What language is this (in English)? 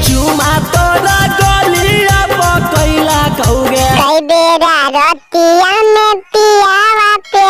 Magahi